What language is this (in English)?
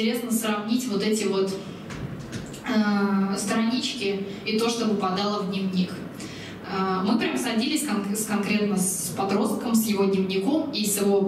Russian